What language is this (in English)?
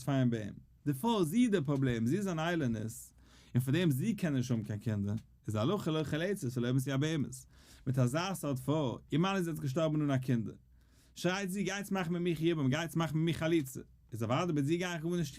Yiddish